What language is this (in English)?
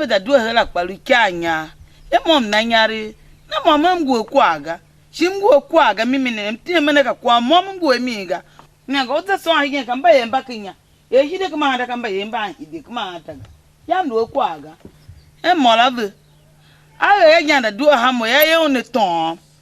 Tiv